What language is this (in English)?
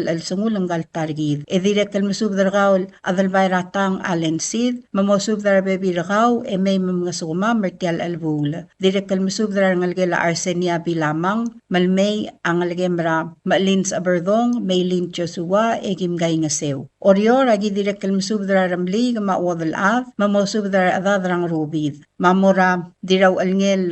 Palauan